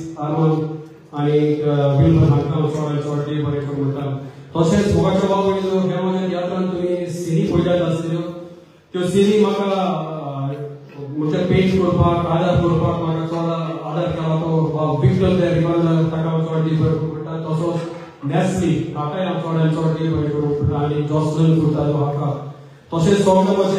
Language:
Konkani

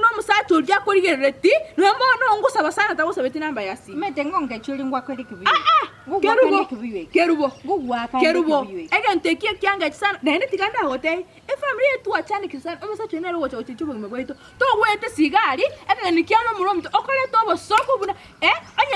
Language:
Gusii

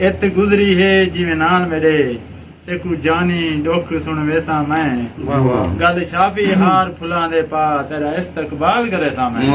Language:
Saraiki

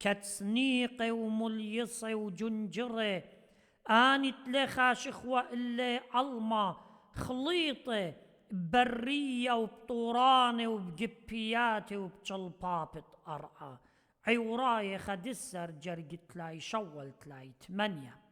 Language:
Assyrian Neo-Aramaic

